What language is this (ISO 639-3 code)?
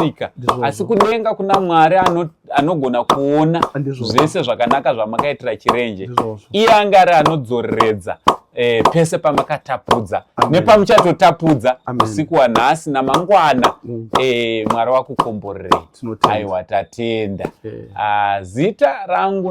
sna